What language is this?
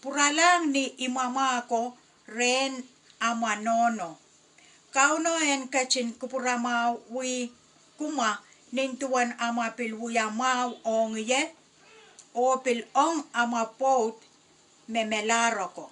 Pohnpeian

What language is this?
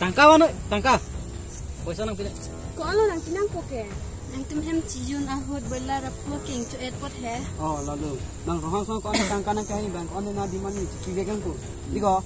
Karbi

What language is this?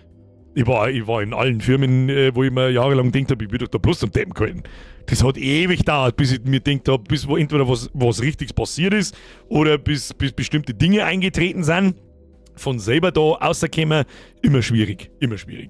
Bavarian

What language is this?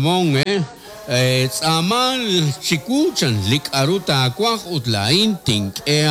Kekchí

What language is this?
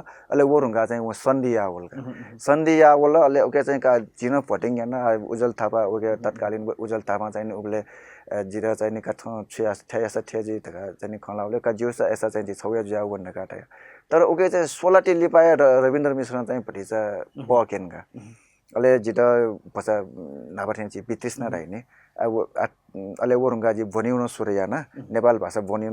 Newari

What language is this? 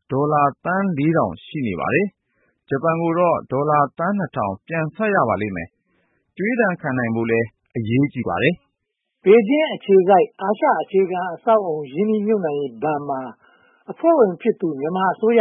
Burmese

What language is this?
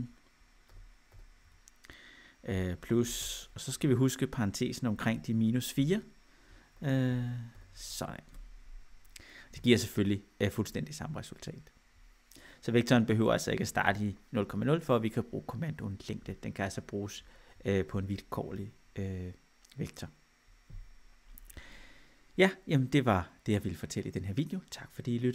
Danish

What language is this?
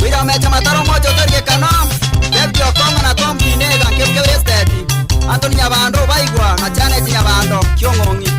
Gusii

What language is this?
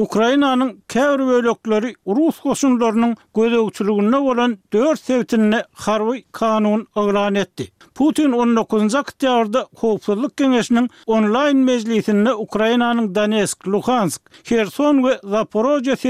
Turkmen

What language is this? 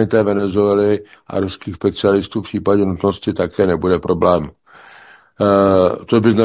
Czech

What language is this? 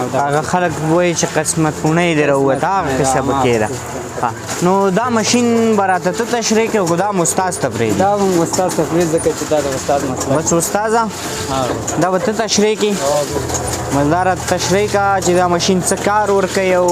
Pashto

